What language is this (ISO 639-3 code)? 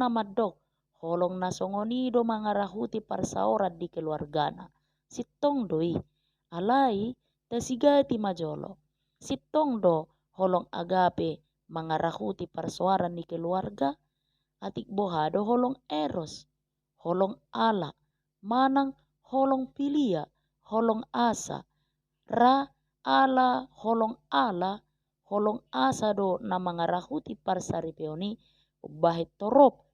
bbc